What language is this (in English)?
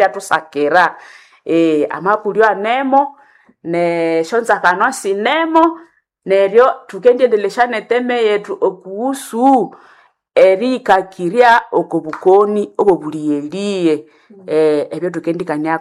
Nande